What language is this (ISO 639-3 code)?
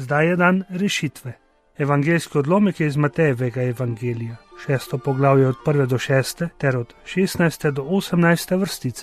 slv